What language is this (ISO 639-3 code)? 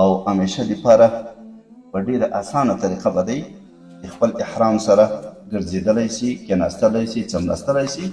pus